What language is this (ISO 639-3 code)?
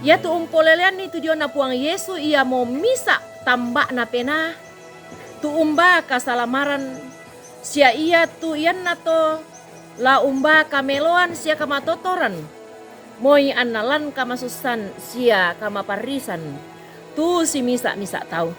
sda